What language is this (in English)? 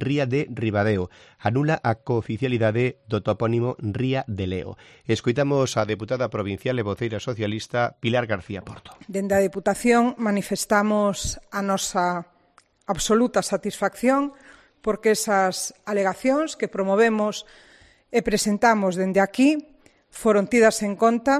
Galician